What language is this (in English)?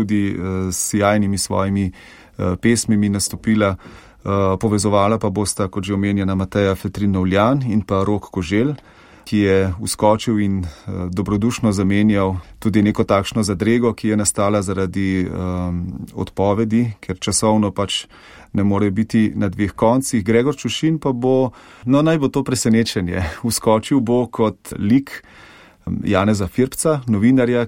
Slovenian